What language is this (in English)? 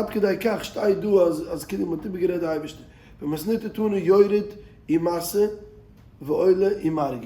Yiddish